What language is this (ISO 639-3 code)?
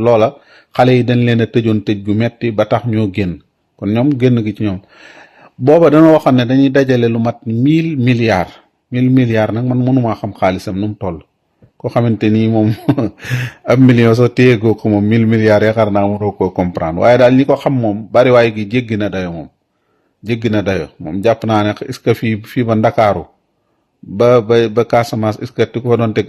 wol